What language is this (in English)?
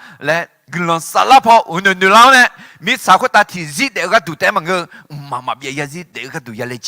Akha